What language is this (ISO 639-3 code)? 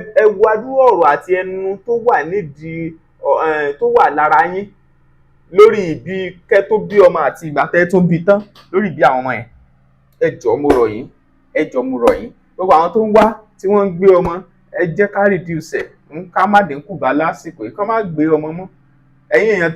yor